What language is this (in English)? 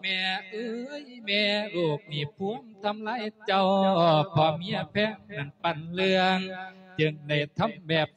Lao